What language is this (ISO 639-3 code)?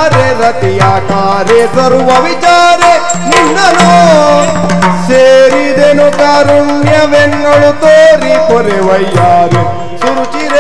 kan